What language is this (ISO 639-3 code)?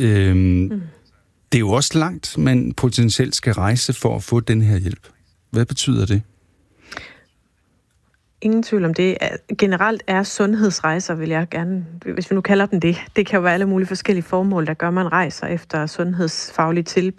dan